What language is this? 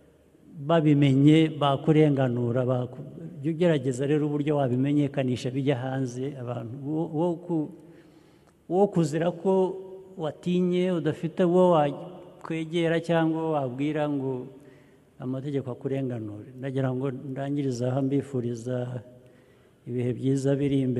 Kinyarwanda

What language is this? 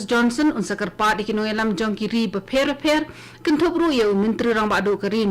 Khasi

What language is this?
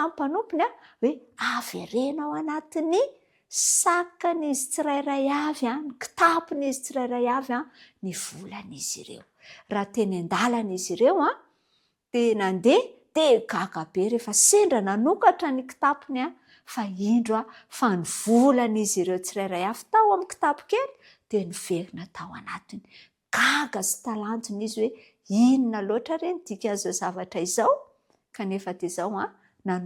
Malagasy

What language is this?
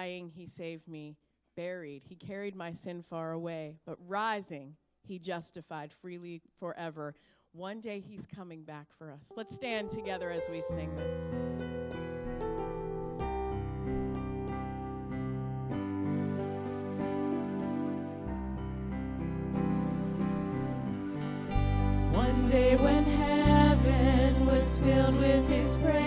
English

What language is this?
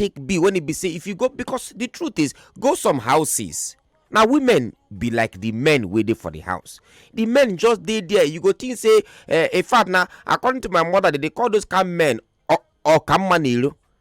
Nigerian Pidgin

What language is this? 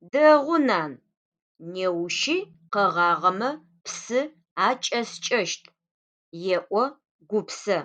Adyghe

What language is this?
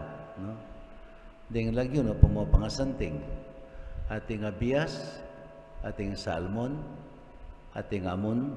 Pampanga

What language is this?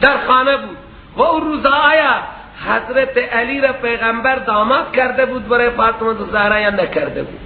Persian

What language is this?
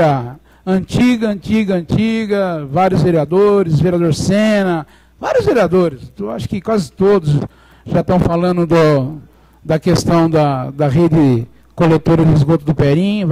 Portuguese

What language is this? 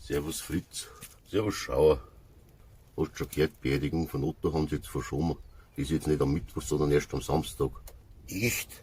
Bavarian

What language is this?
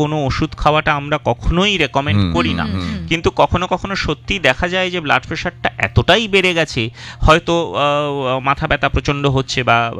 Bangla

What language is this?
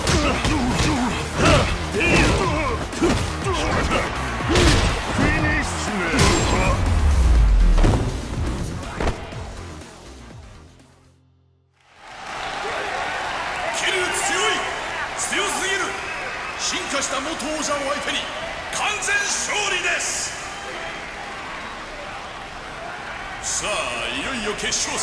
Japanese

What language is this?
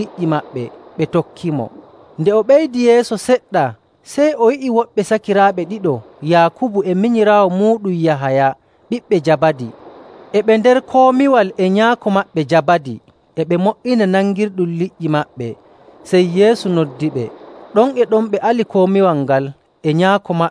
Nigerian Fulfulde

